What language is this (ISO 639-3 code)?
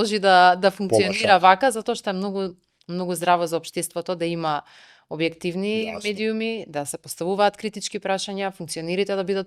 mkd